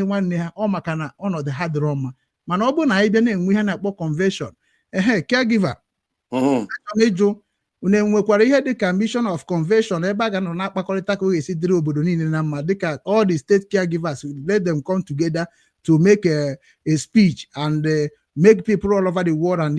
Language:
Igbo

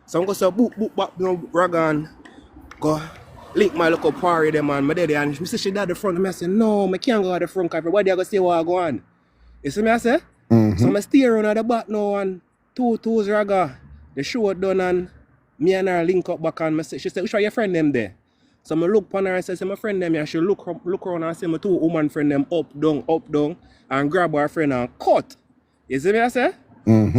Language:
Jamaican Creole English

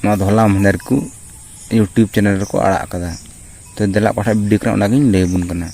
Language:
Santali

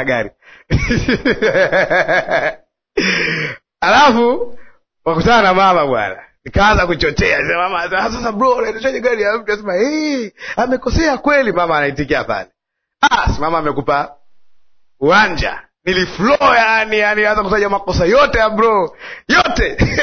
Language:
Swahili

